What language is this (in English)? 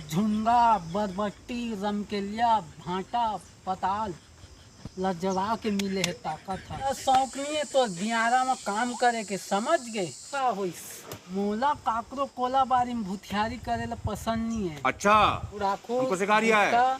Chhattisgarhi